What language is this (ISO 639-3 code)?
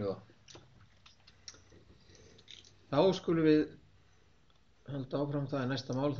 isl